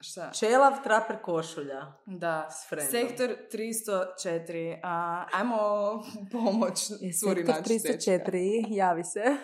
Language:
Serbian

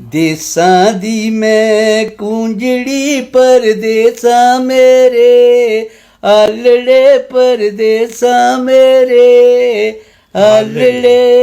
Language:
Dogri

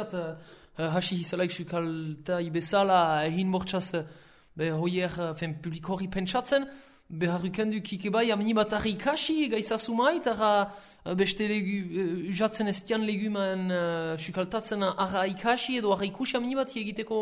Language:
Basque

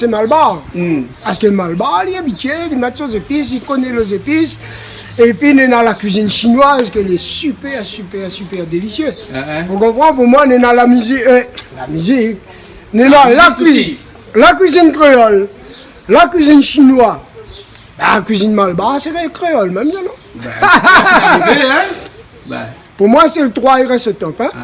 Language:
Réunion Creole French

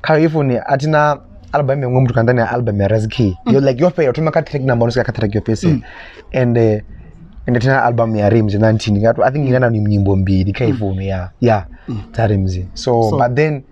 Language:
Venda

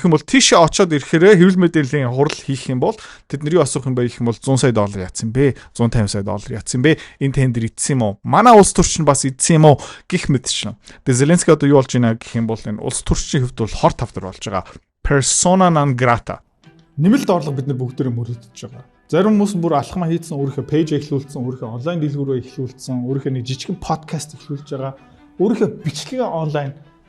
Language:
Mongolian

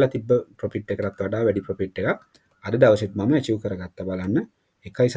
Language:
Sinhala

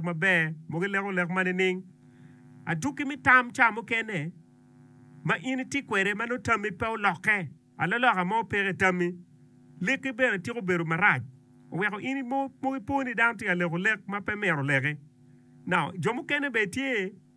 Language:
Acoli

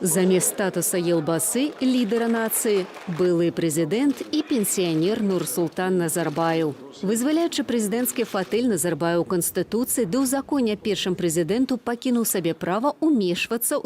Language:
Belarusian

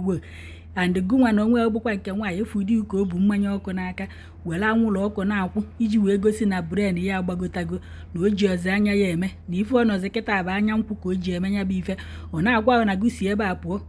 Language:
Igbo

